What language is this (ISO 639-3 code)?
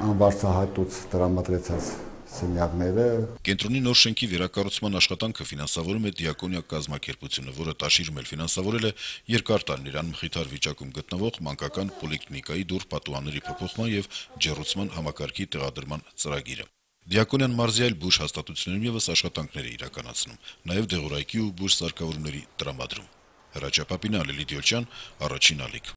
hye